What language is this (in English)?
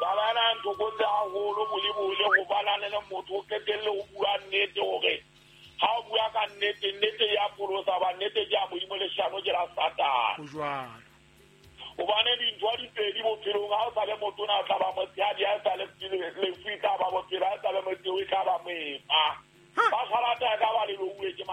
Southern Sotho